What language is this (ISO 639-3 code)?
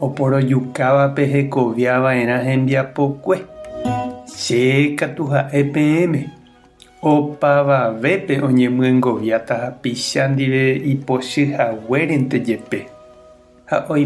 grn